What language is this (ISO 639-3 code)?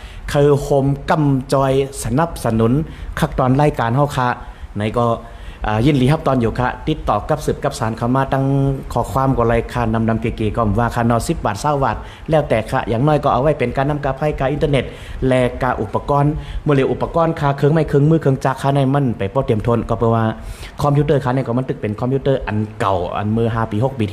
shn